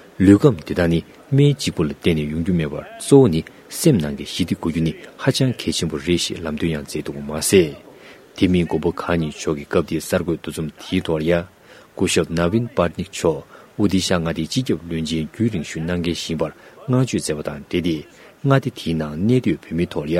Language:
Tibetan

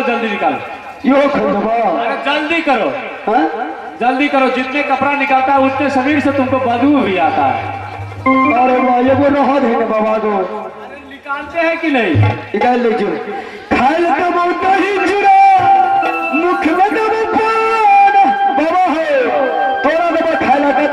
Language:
Maithili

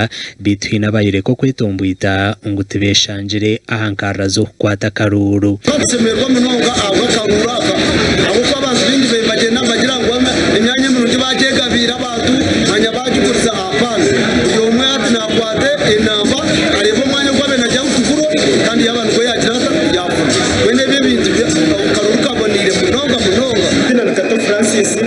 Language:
Nyankole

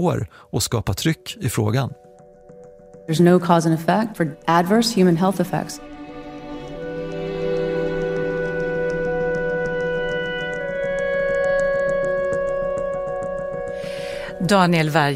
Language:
Swedish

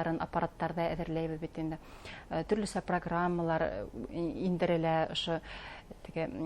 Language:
Bashkir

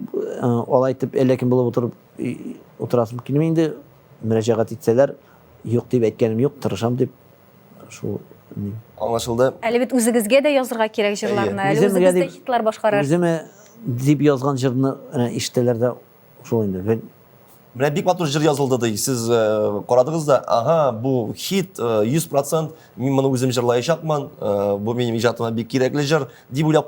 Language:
Tatar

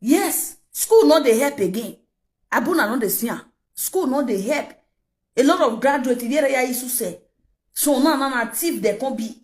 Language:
Nigerian Pidgin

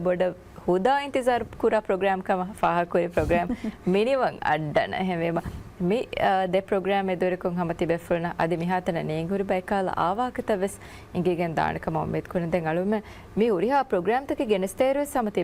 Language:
Divehi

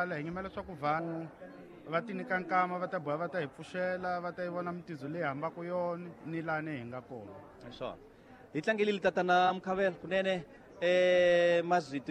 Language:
Tsonga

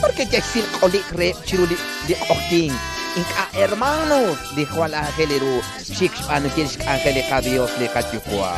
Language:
Kekchí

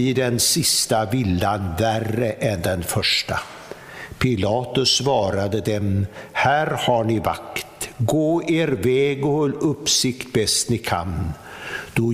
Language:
Swedish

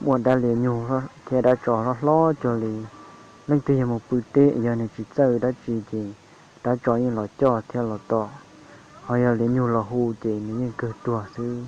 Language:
Hmong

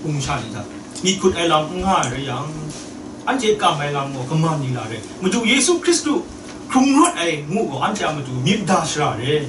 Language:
Kachin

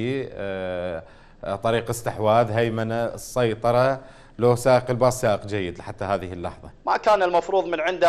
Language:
Mesopotamian Arabic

